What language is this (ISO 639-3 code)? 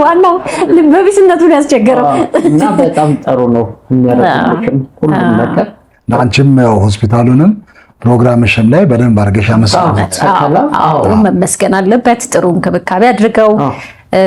amh